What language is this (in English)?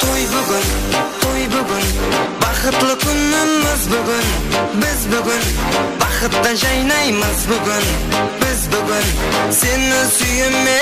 Kara-Kalpak